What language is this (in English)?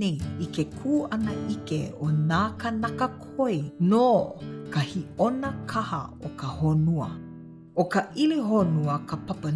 Hawaiian